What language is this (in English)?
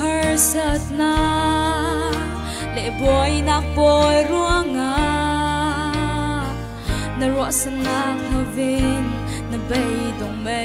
Falam Chin